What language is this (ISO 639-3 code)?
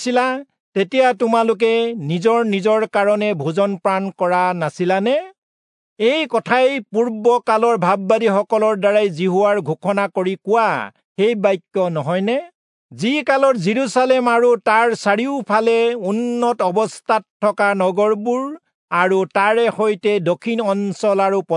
asm